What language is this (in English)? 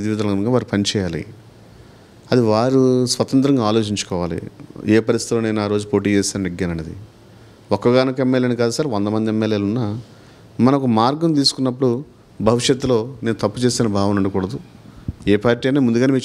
Telugu